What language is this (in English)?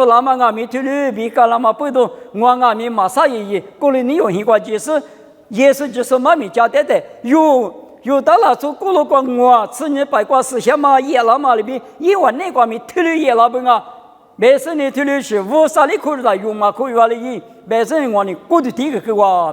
Lisu